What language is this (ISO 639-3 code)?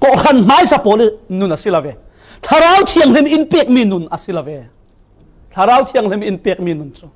cfm